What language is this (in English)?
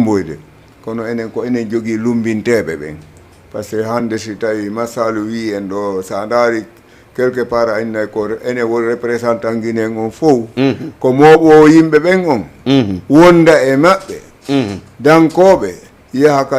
Fula